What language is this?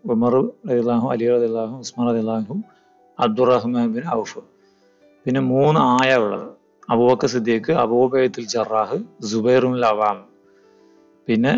Malayalam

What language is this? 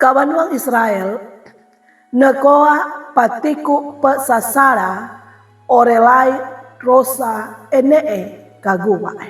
Sangir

